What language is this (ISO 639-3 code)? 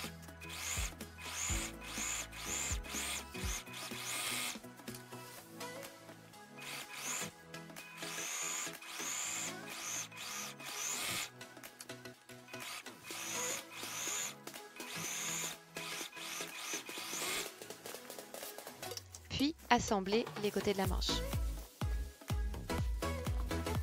fra